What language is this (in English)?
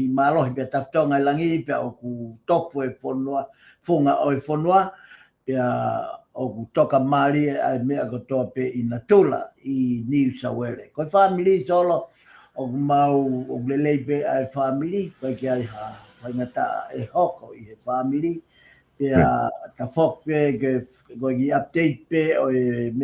Tongan